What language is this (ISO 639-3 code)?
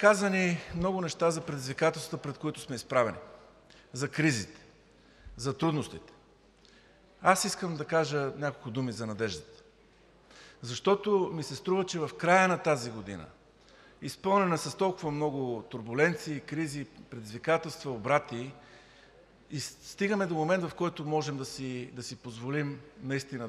bul